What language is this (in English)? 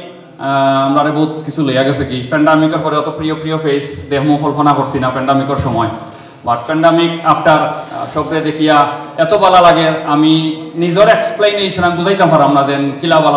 Sylheti